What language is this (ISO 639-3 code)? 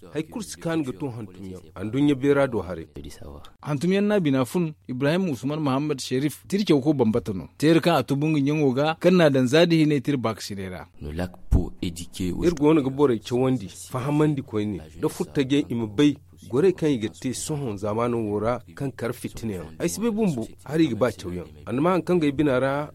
dje